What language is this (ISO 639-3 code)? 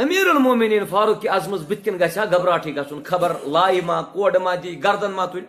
kas